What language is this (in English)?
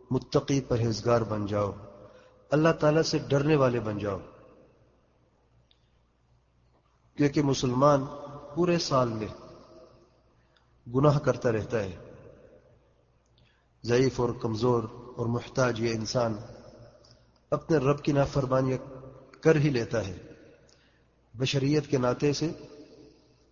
Urdu